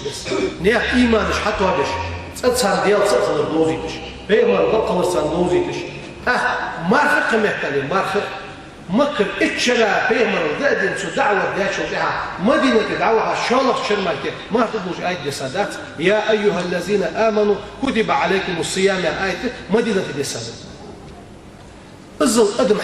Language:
Ingush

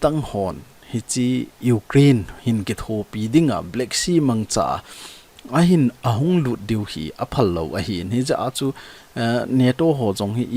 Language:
Thado Chin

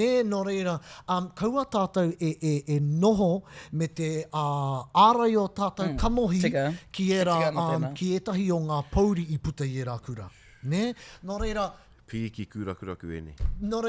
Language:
Māori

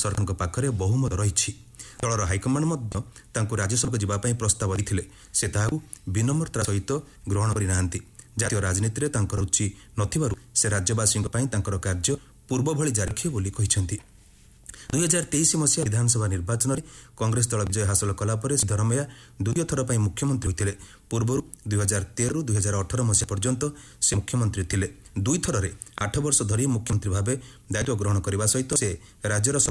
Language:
Odia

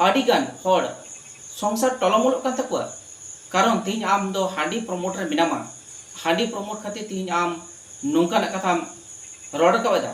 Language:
Santali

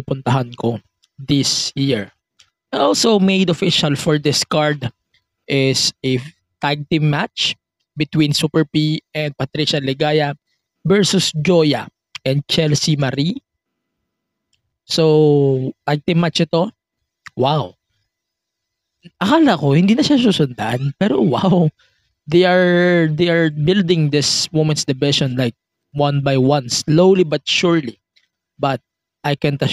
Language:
Filipino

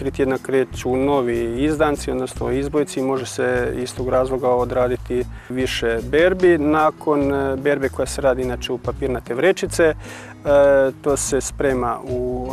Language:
Croatian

